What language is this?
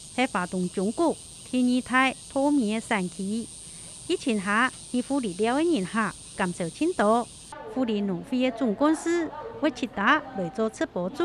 Hakka Chinese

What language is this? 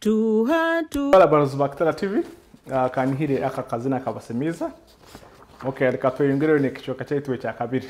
Nyoro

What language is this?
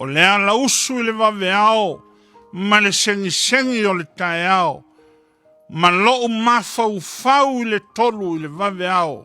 Samoan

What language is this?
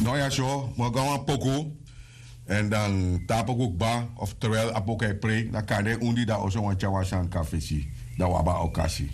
Sranan Tongo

